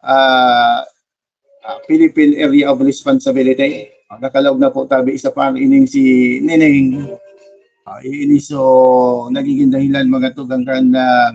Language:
Bikol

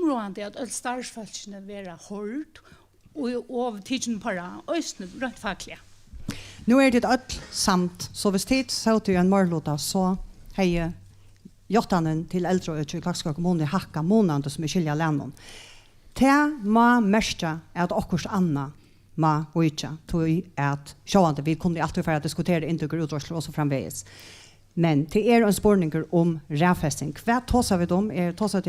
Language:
Faroese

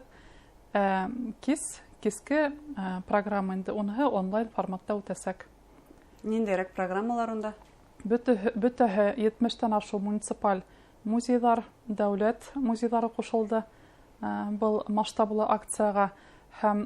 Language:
Bashkir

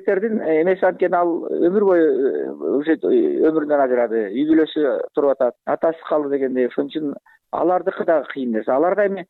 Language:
Kyrgyz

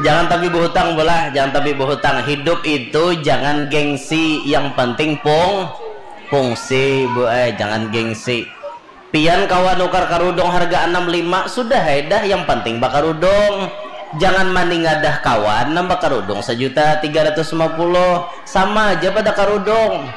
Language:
Banjar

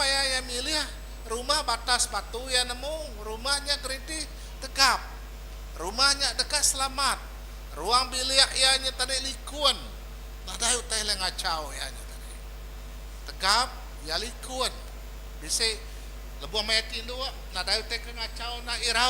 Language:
Iban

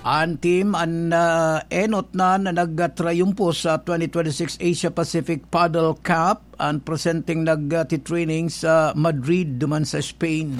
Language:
Bikol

